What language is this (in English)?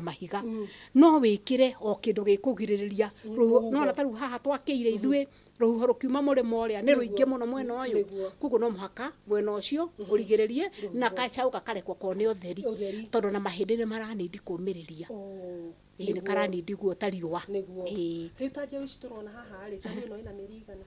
Kikuyu